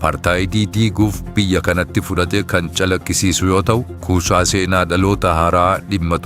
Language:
Oromo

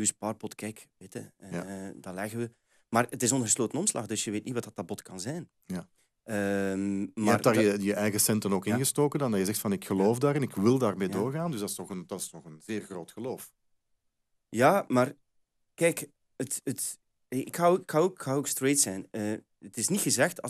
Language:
Dutch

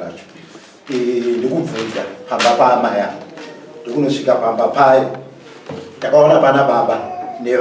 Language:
Shona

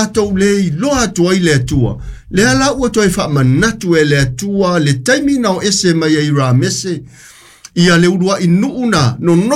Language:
Samoan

